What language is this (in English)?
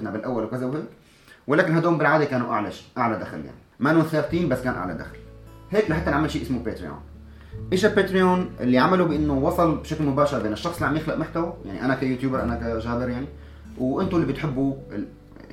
North Levantine Arabic